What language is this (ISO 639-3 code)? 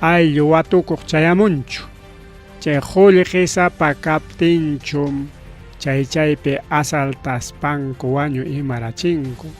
quy